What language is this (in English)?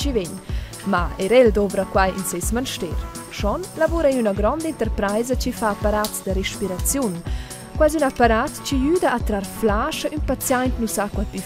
Romansh